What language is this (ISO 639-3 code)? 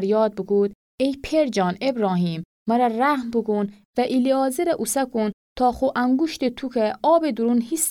glk